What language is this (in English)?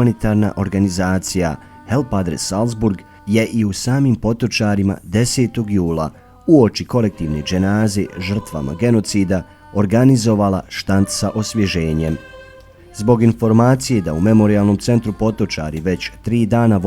Bosnian